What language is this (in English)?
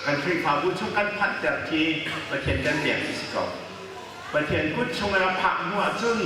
Hakha Chin